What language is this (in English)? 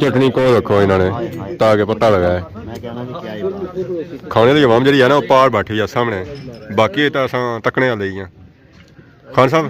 Pahari-Potwari